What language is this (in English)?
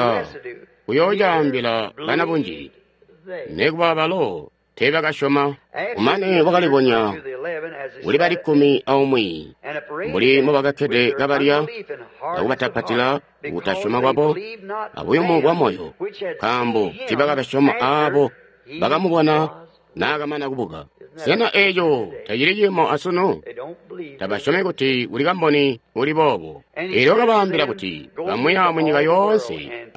Tonga (Zambia)